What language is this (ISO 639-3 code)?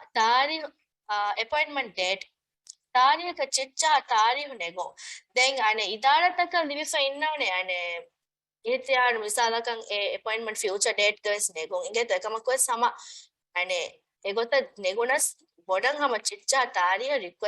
div